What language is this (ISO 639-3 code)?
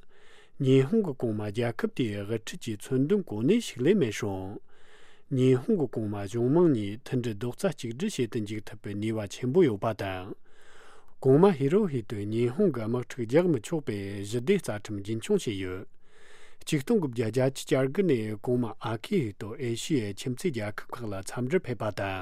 bod